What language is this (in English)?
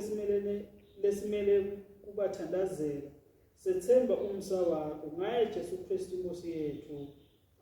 Swati